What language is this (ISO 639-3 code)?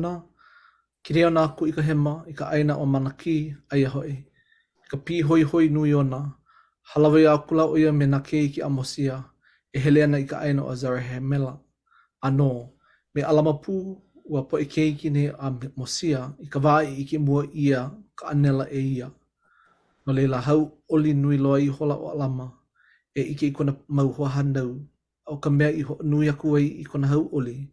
haw